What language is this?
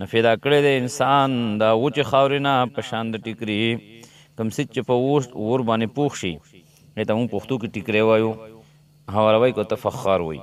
Pashto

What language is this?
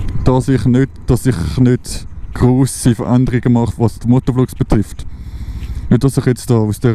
Swiss German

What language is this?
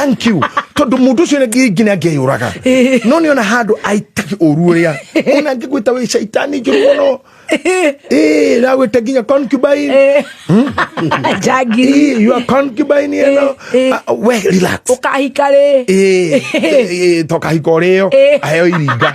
Kikuyu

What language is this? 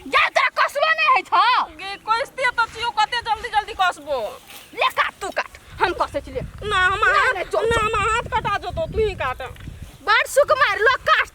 Maithili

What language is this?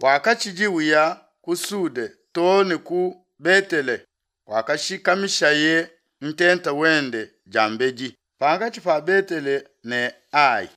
Luba-Lulua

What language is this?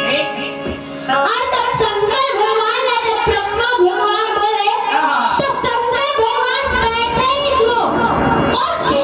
Chhattisgarhi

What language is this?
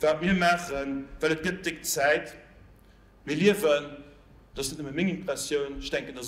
Luxembourgish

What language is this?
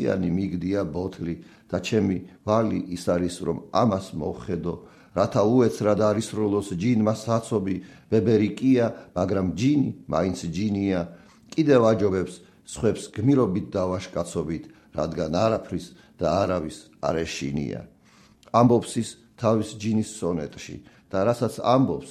Georgian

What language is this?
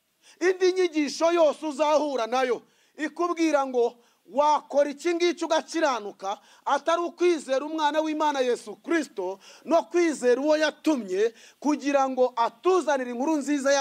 Kinyarwanda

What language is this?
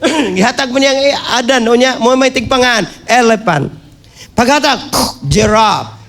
Cebuano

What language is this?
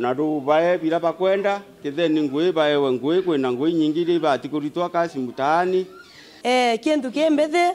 Meru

